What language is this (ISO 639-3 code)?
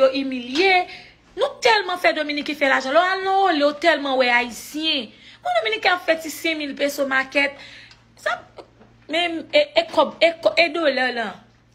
hat